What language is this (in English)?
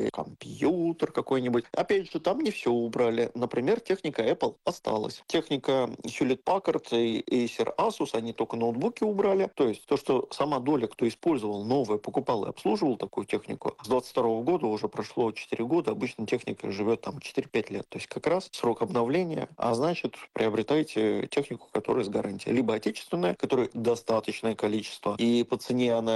Russian